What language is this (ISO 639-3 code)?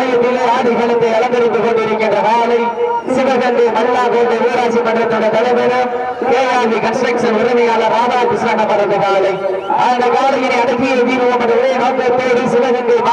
tam